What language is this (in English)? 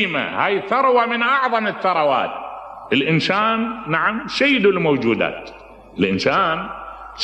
Mesopotamian Arabic